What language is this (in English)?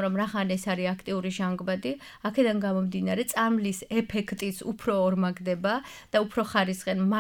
Georgian